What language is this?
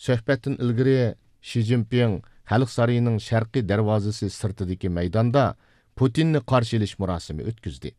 Uyghur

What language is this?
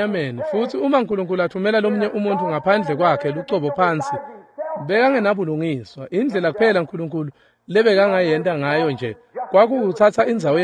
Swati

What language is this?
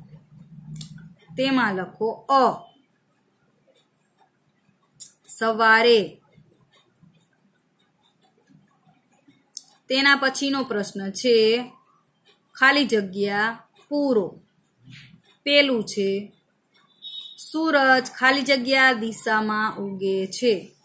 Gujarati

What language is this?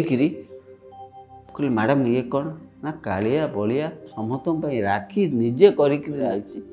Odia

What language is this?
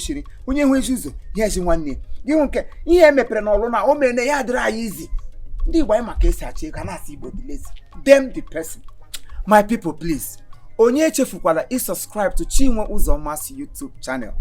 Igbo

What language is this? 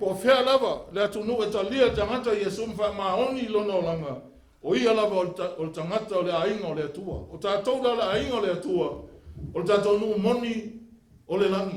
Samoan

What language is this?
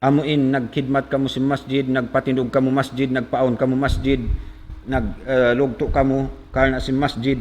Tausug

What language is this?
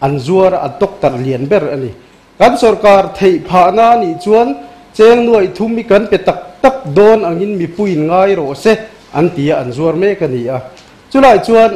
Mizo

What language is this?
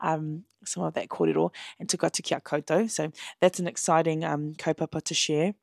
Māori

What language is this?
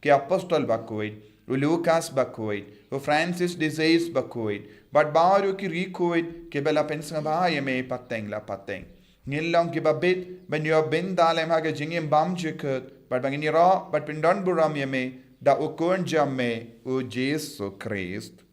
Khasi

